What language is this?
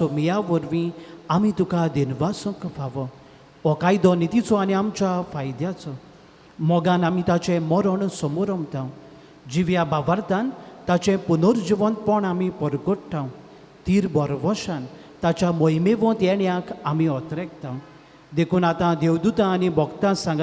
Konkani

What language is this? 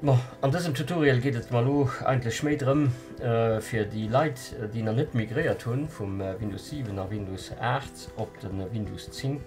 Luxembourgish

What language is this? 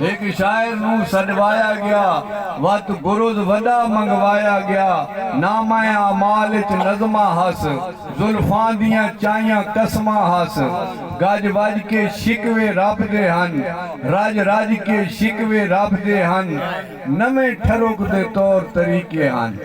Saraiki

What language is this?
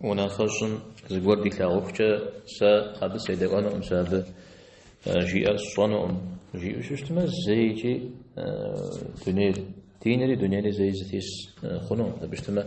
Kabardian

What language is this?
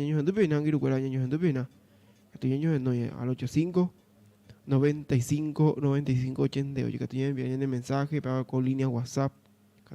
Guarani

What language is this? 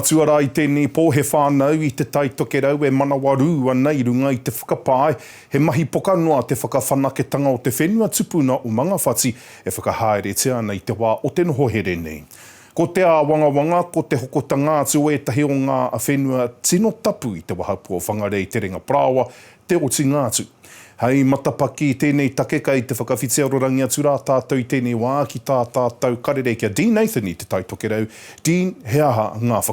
Māori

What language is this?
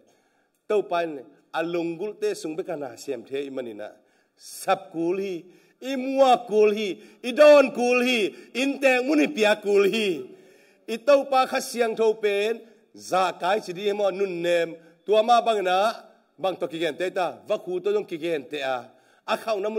Tedim Chin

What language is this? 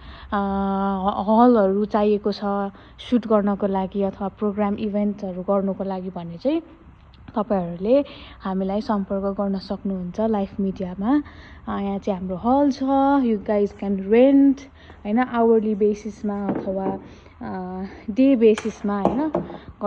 Nepali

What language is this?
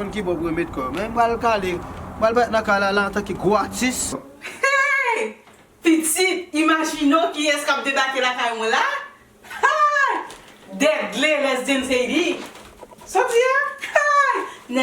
Haitian Creole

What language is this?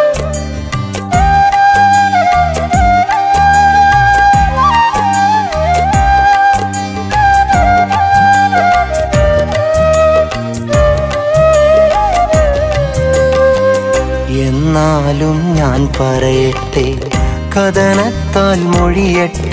Malayalam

